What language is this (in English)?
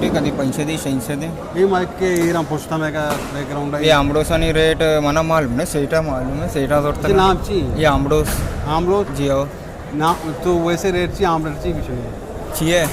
Eastern Balochi